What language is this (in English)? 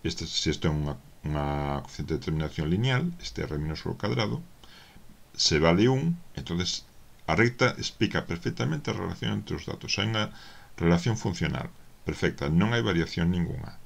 Galician